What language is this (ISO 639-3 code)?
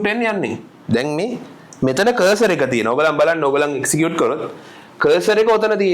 sin